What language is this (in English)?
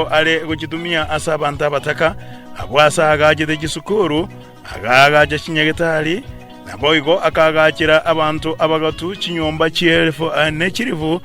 Gusii